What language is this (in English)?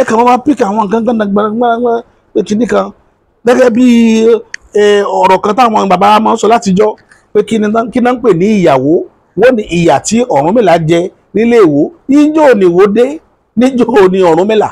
Yoruba